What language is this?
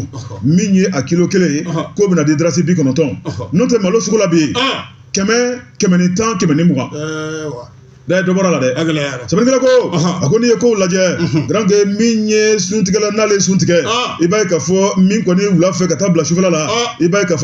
Bambara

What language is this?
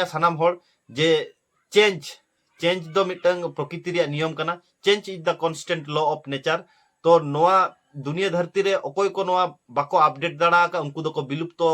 Santali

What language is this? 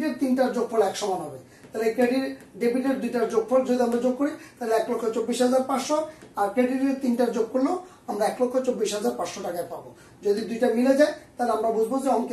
Bangla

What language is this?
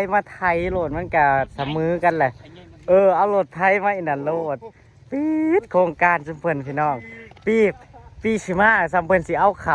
Northeastern Thai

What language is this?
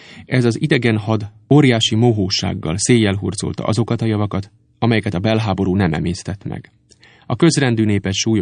Hungarian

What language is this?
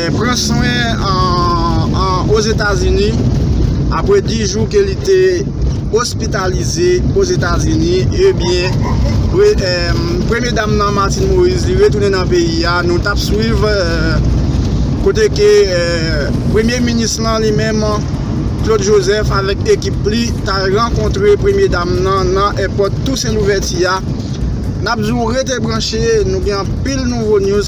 Haitian Creole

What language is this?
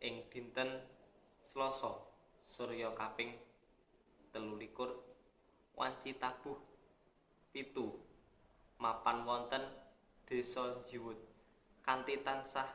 Javanese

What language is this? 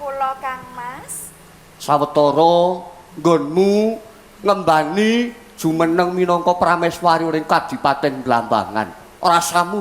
Javanese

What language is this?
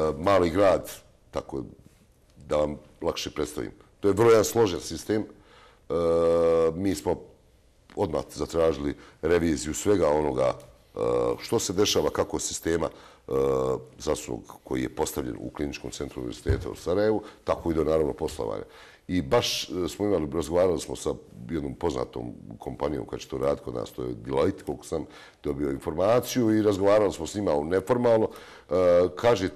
Croatian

